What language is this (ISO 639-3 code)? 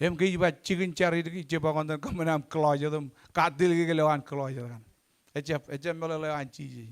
mah